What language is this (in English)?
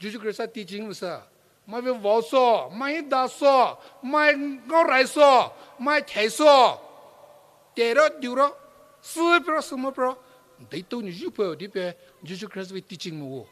Poumei Naga